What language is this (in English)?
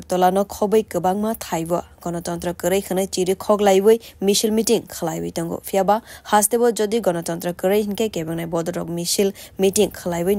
Kok Borok